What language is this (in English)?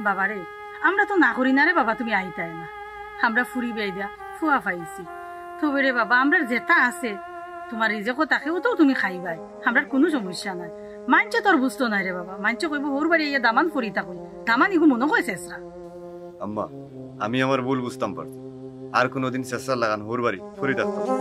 Sylheti